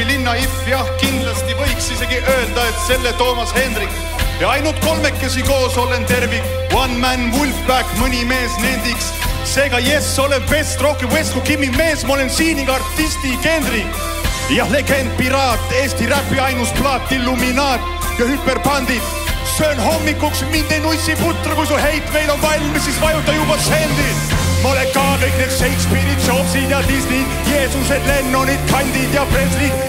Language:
Estonian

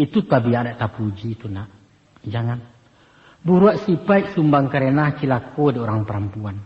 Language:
Minangkabau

